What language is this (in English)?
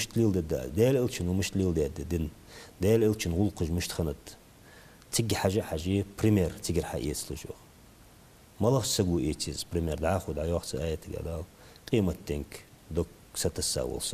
Ingush